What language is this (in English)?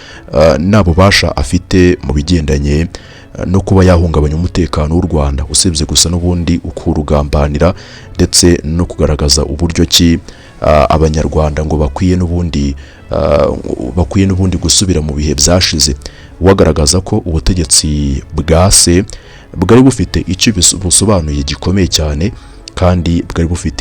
Kinyarwanda